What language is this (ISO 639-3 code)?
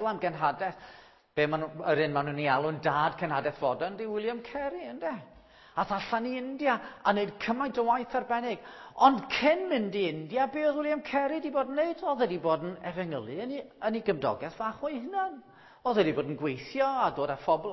cym